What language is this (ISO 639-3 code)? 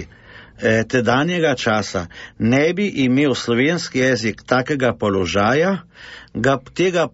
slv